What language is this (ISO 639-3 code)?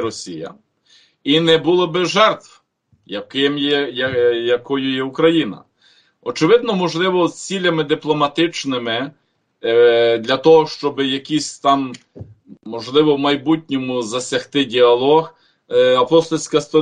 ukr